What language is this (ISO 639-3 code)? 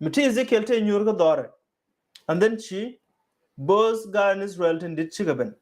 nus